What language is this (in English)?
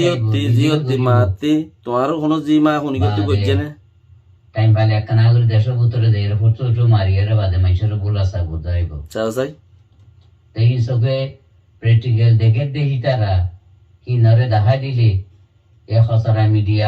Rohingya